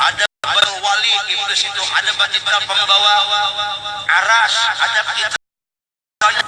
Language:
Banjar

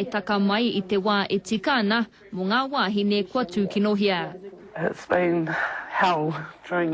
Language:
Māori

